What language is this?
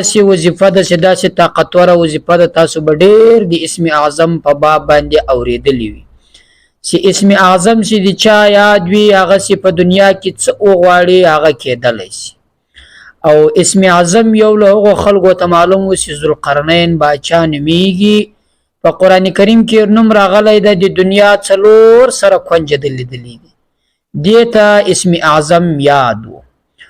Pashto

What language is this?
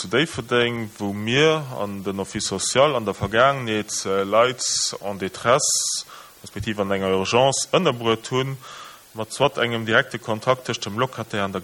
Luxembourgish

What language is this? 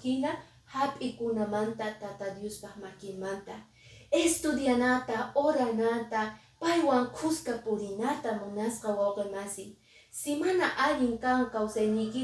Quechua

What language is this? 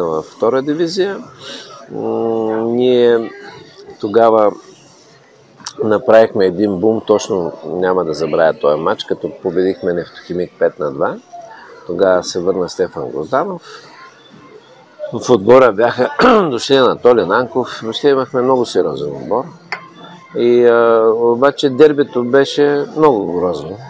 Bulgarian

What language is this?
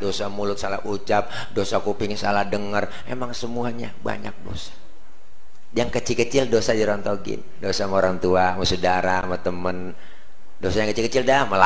Betawi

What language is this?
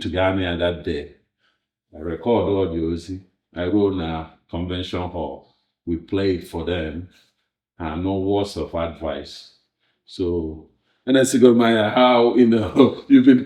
Igbo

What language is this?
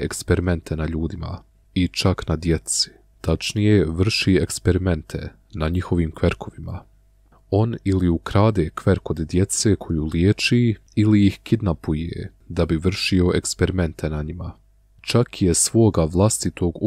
Bosnian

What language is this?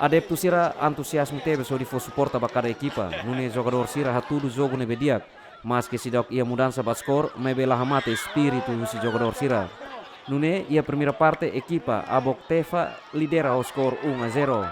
Tetum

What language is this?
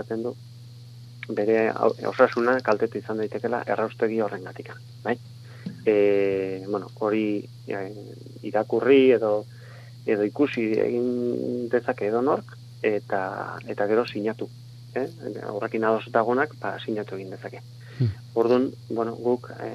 Basque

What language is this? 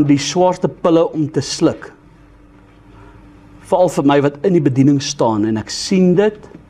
Afrikaans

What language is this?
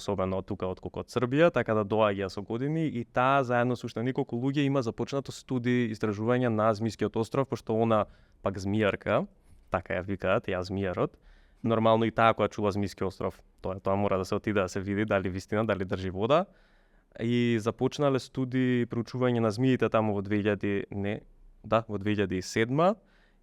Macedonian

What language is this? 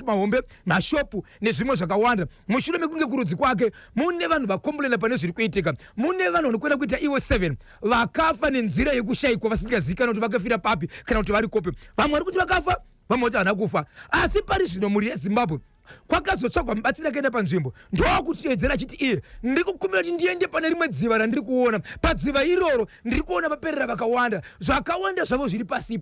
Shona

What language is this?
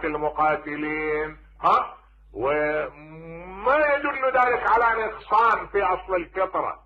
Mesopotamian Arabic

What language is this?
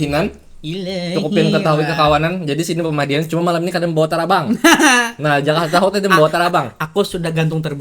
Banjar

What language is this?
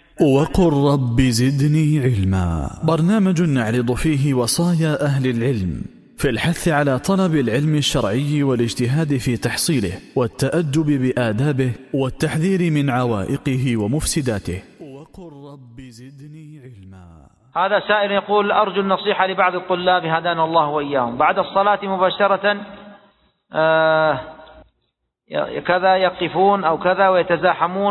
Arabic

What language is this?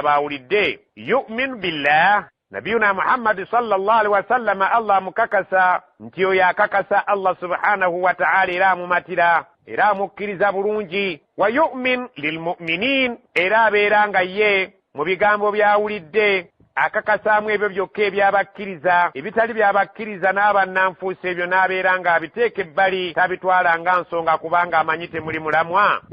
Ganda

